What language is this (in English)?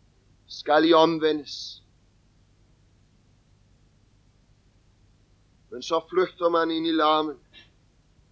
Danish